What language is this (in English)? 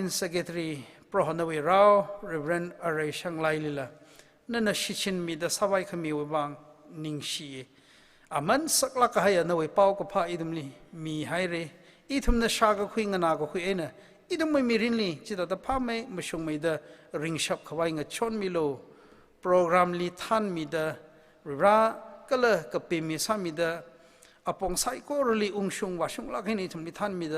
Tangkhul Naga (India)